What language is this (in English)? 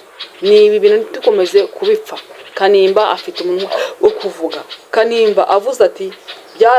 Kinyarwanda